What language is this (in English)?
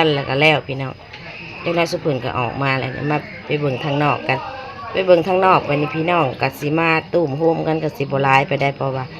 Northeastern Thai